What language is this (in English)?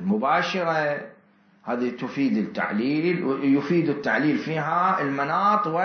Mesopotamian Arabic